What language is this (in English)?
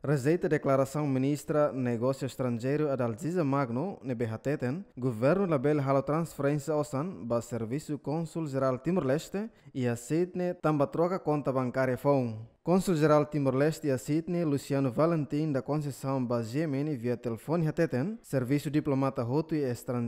Tetum